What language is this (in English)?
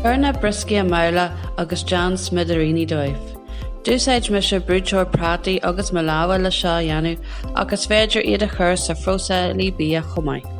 Irish